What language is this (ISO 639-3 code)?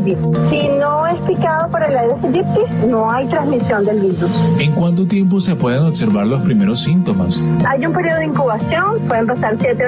spa